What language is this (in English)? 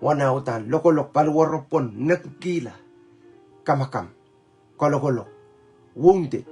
Pohnpeian